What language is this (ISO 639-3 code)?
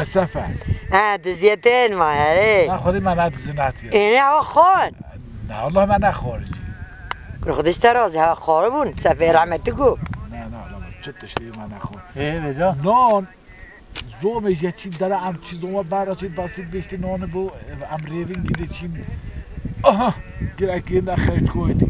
kur